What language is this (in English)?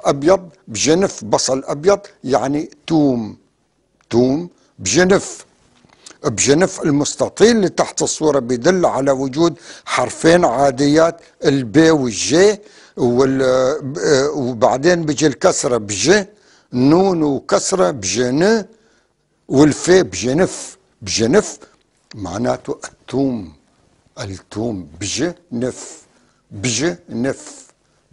North Levantine Arabic